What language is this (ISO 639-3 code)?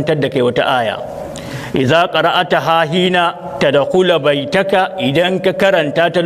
hau